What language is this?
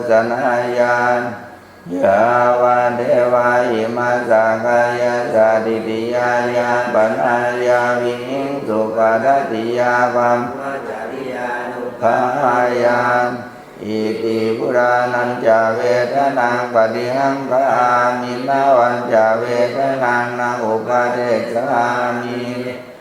Pali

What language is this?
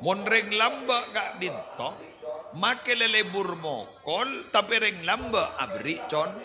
Madurese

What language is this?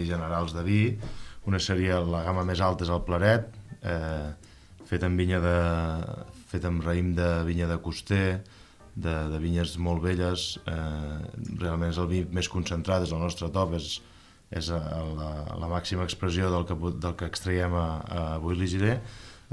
Catalan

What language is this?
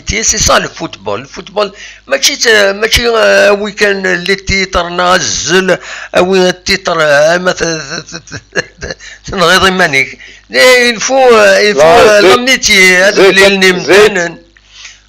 Kabyle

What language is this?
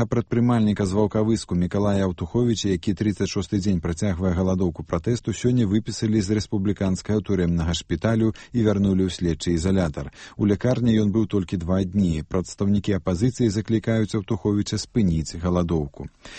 Belarusian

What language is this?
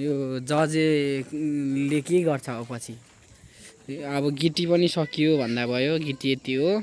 Nepali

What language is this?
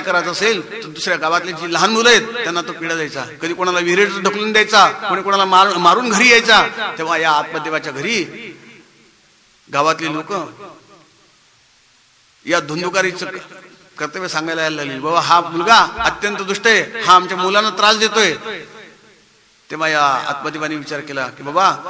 Marathi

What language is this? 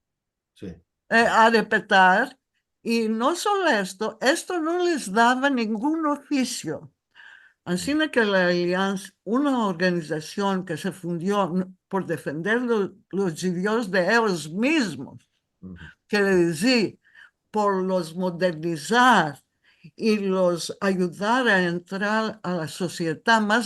Ladino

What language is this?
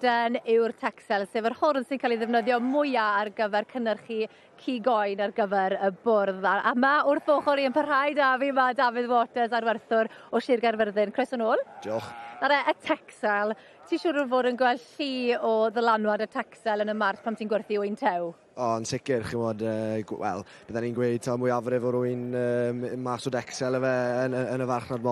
Welsh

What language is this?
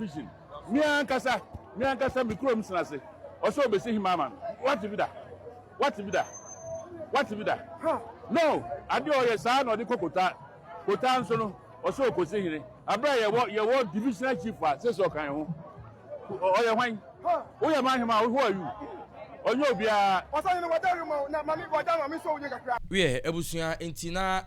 Akan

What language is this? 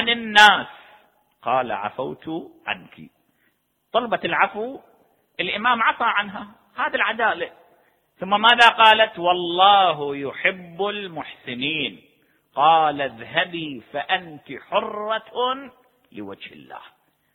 Arabic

